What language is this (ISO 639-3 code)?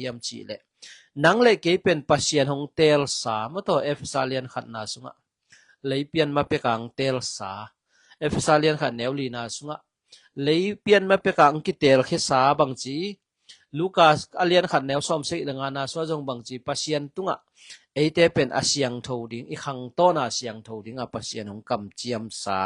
ctd